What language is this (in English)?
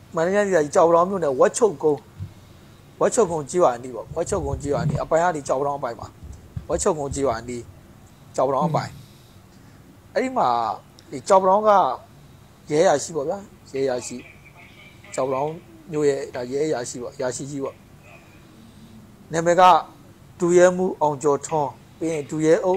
Burmese